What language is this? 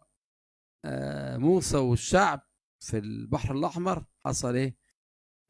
Egyptian Arabic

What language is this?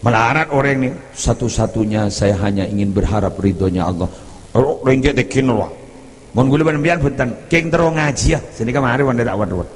Madurese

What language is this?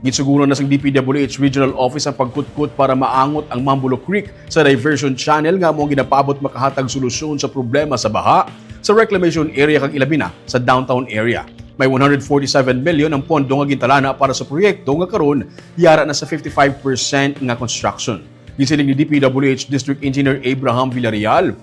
Hiligaynon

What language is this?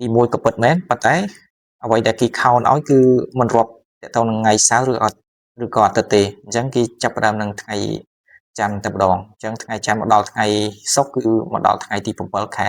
Khmer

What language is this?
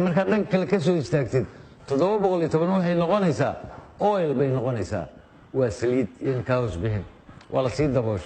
Somali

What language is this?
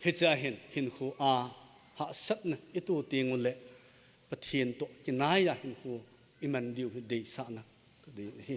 Thado Chin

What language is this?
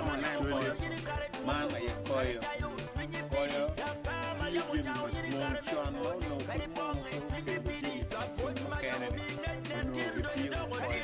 Acoli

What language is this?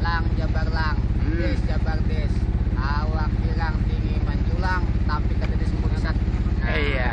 Banjar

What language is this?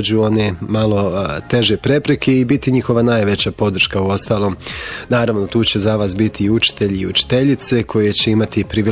Bosnian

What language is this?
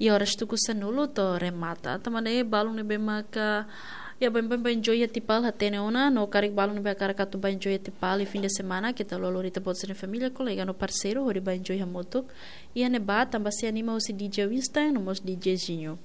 Tetum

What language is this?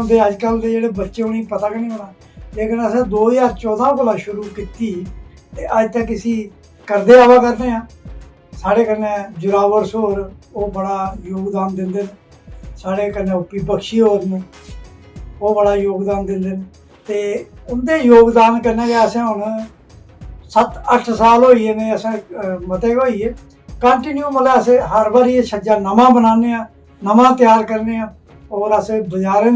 Dogri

